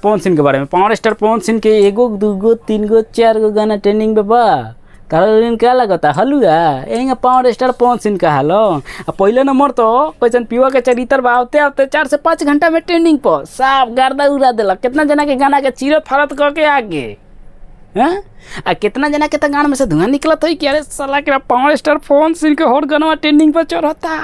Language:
Bhojpuri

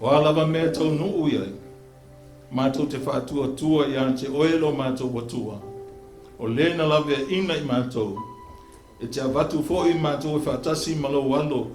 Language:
Samoan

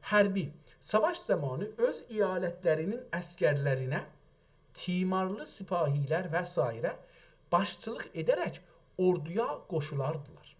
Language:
South Azerbaijani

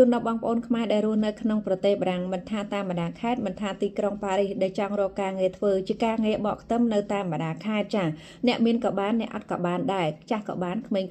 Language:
Khmer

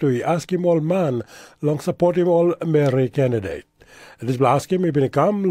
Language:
Tok Pisin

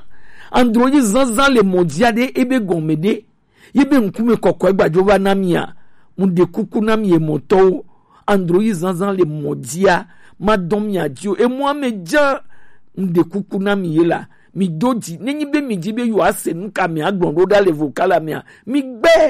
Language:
Gen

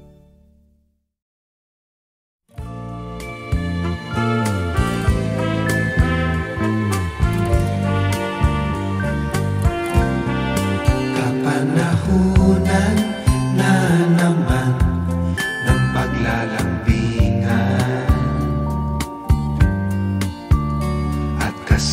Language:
Filipino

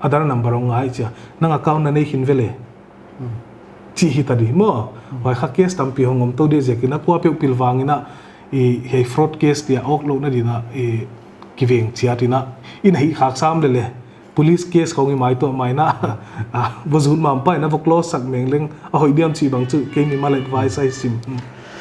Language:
Paite Chin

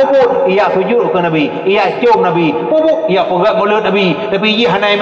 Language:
Achinese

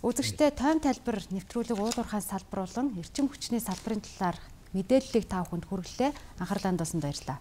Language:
Mongolian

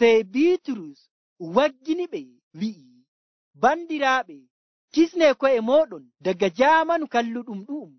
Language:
Nigerian Fulfulde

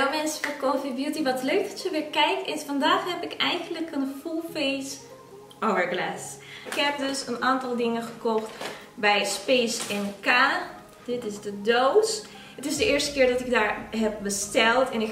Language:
Dutch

